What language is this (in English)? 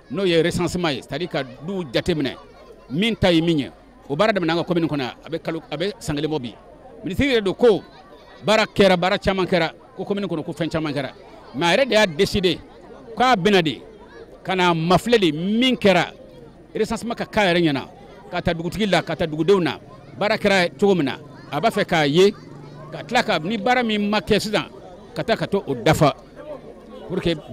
Bambara